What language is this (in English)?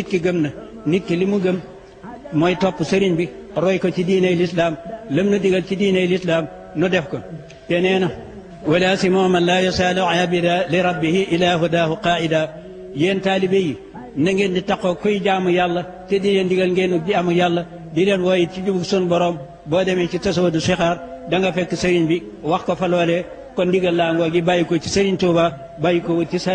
Wolof